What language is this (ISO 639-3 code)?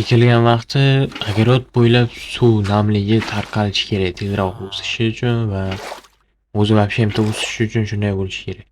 uzb